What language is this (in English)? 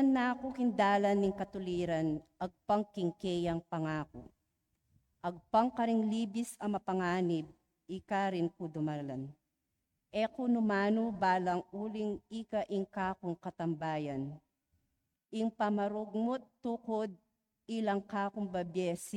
Pampanga